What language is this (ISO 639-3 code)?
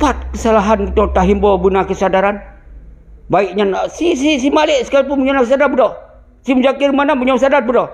ace